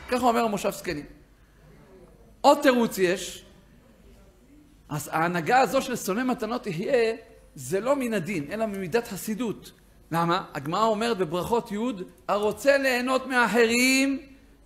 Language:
Hebrew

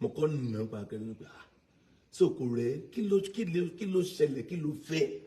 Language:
Yoruba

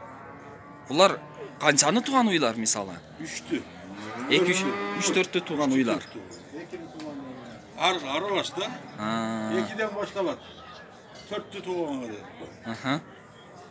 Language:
Kyrgyz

